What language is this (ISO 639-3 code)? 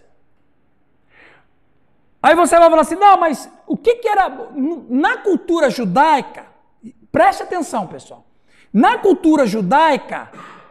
por